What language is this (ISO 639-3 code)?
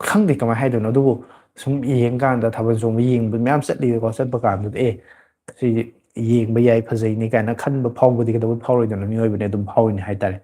mni